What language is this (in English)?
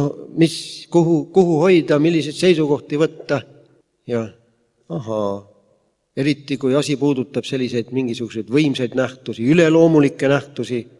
Estonian